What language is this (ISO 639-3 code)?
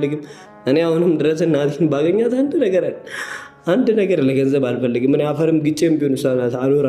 amh